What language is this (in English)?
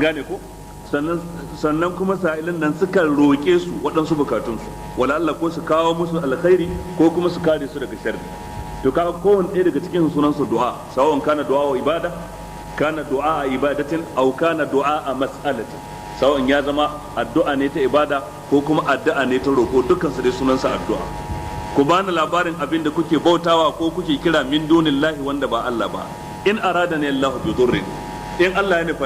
Hausa